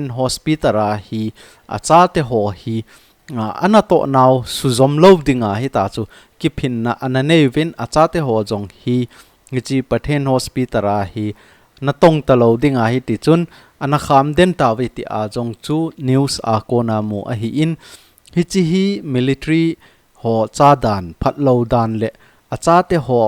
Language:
Thado Chin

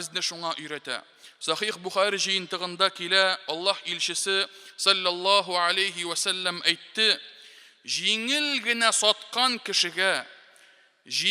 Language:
Tatar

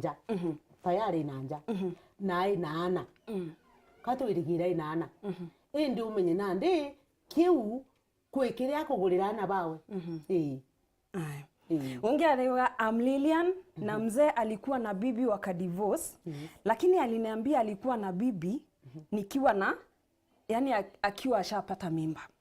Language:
Meru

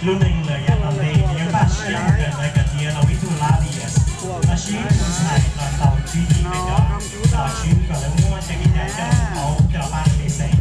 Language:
Hmong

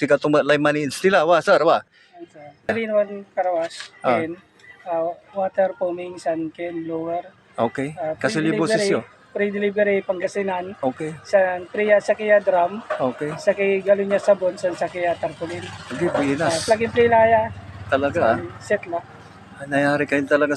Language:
Pangasinan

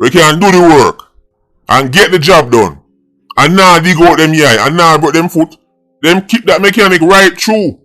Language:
Jamaican Creole English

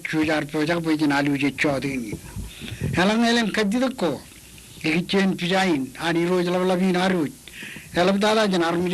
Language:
Marshallese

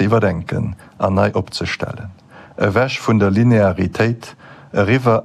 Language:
Luxembourgish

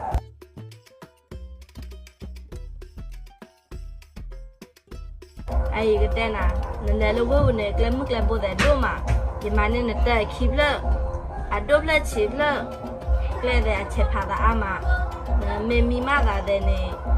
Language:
S'gaw Karen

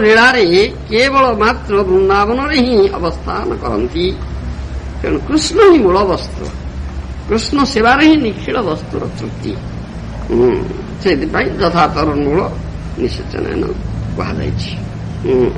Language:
Odia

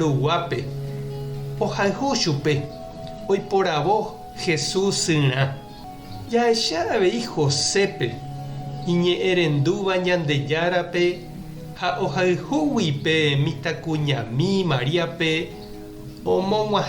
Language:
Guarani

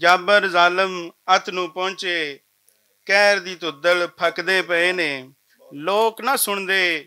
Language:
Western Panjabi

